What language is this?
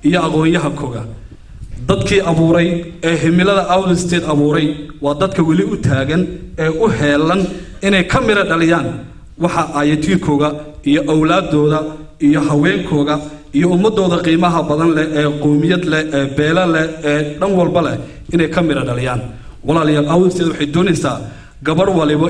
Somali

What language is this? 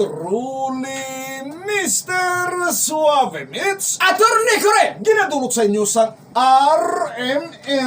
Hiligaynon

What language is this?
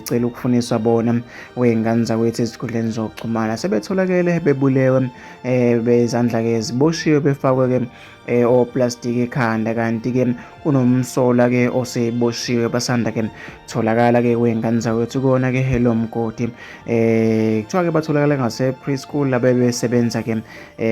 Zulu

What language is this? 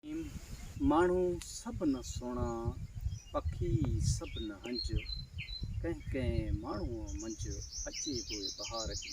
Sindhi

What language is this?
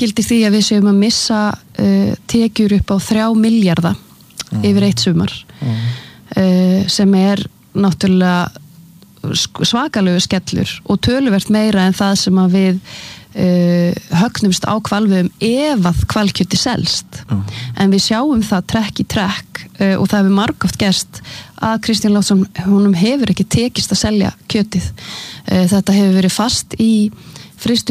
Icelandic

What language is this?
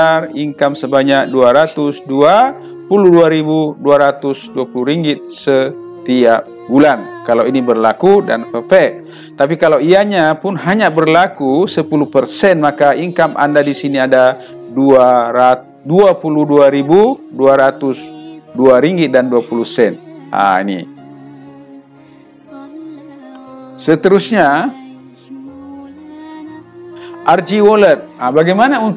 Malay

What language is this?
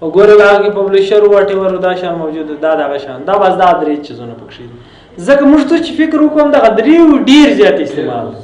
Pashto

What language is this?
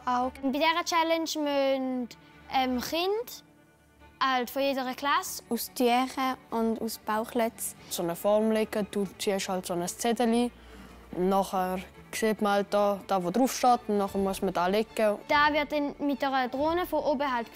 Swiss German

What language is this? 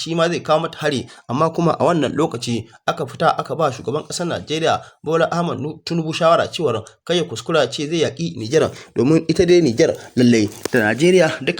Hausa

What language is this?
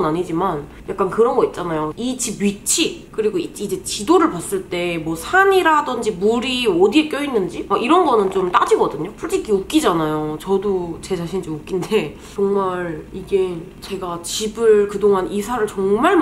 Korean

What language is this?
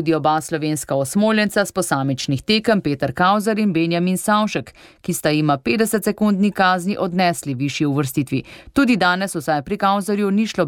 Slovenian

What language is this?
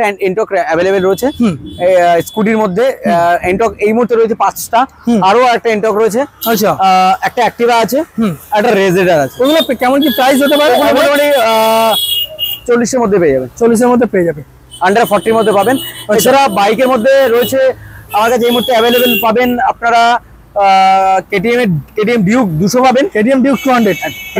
Bangla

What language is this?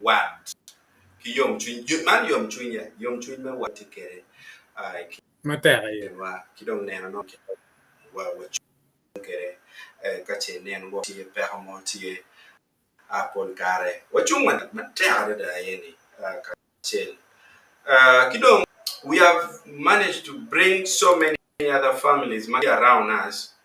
Acoli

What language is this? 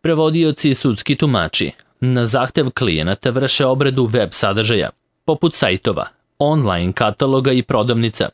Serbian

